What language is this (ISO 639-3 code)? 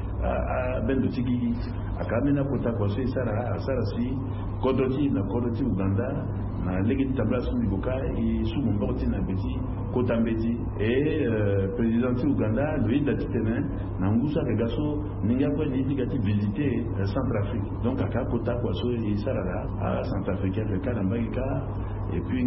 sag